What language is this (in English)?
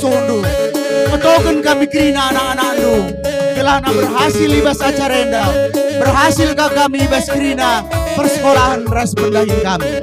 Batak Karo